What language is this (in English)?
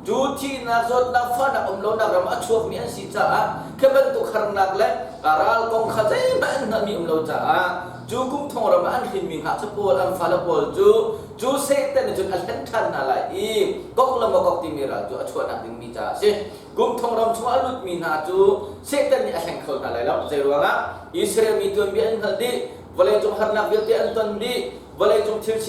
Hakha Chin